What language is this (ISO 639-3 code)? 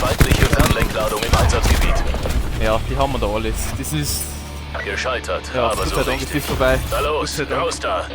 bar